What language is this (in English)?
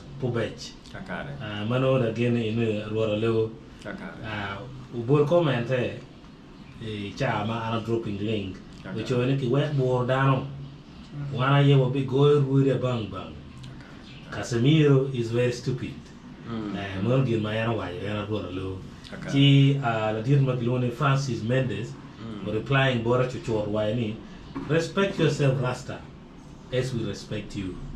Acoli